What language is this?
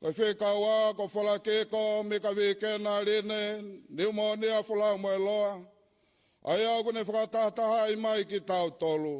Tongan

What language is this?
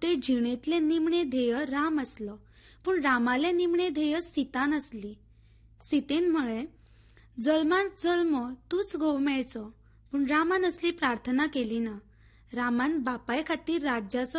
Konkani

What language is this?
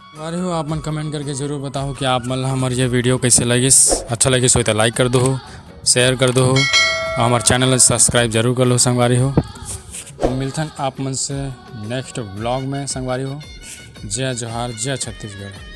Chhattisgarhi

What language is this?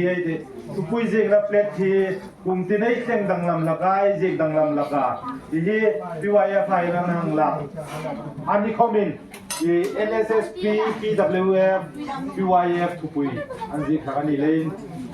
Hmar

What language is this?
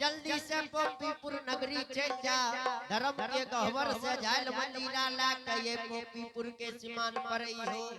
Angika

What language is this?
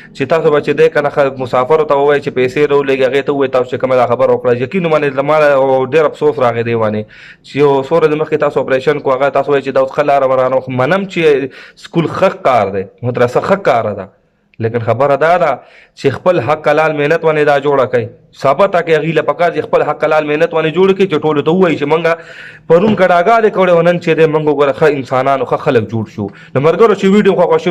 Pashto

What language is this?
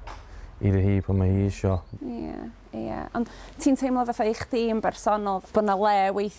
Welsh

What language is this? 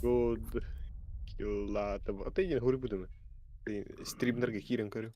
Yakut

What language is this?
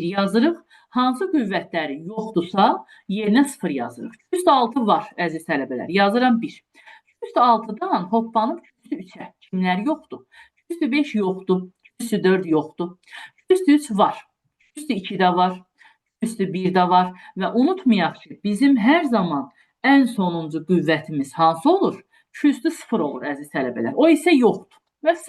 Azerbaijani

